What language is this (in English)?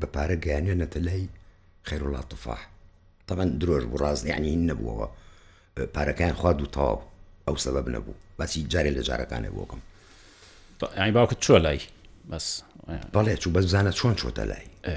Central Kurdish